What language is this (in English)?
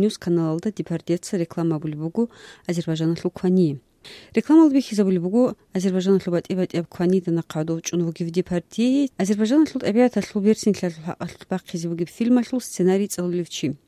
Avaric